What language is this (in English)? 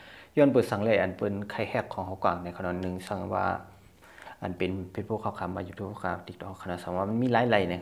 Shan